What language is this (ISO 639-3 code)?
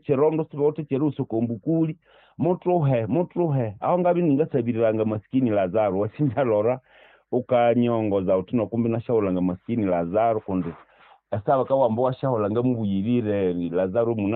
nnb